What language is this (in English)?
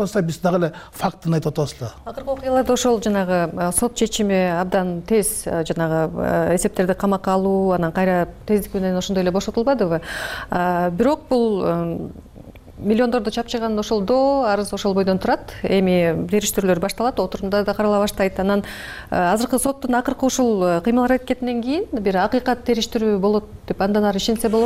Kyrgyz